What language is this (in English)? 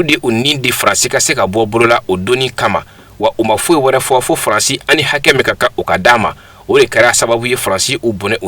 Bambara